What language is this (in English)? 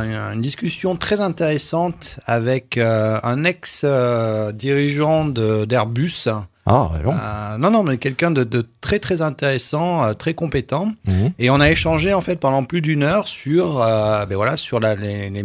French